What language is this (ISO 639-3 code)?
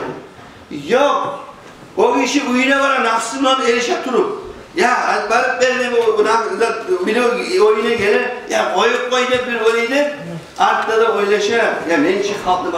kum